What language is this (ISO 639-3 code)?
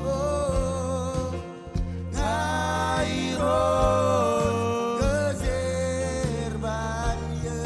mah